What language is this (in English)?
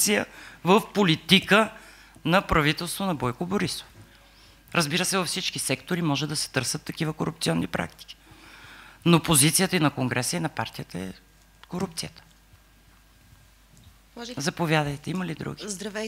Bulgarian